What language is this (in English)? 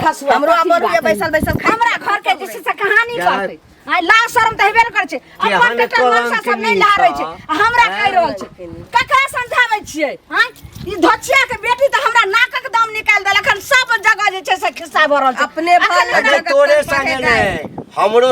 Maithili